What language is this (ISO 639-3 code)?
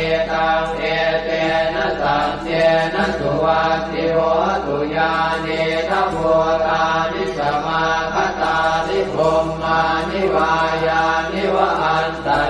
pli